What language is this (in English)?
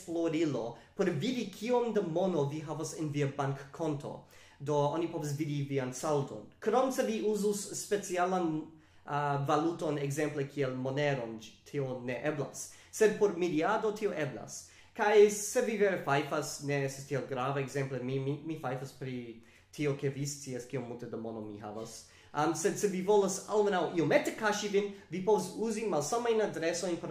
Esperanto